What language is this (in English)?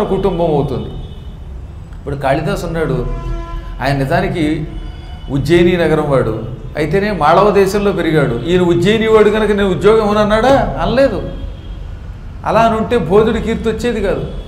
Telugu